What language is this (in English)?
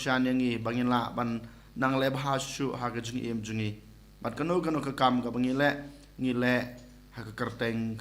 Khasi